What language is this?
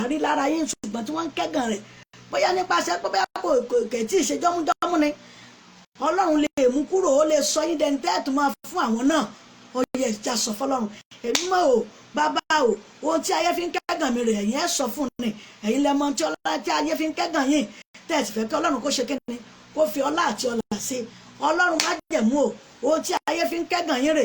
Yoruba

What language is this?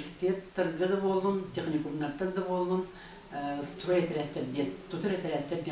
Yakut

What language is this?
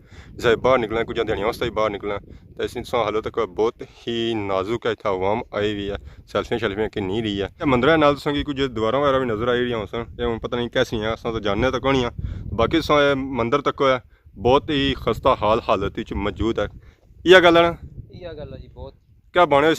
Pahari-Potwari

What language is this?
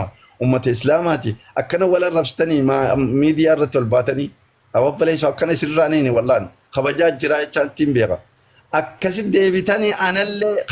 Oromo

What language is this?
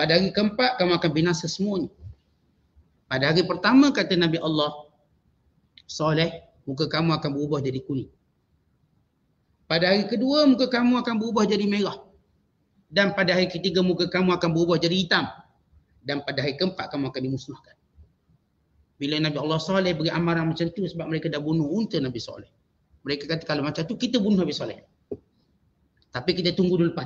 Malay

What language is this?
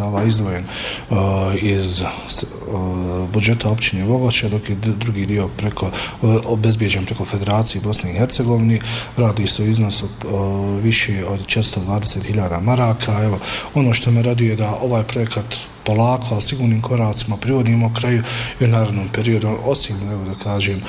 Bosnian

